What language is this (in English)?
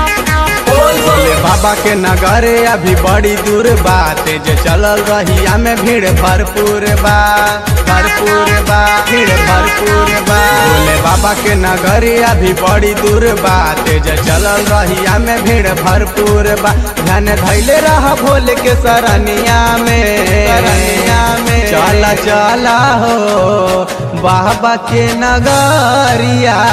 Bhojpuri